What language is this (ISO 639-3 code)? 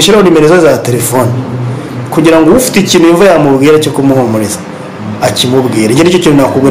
kin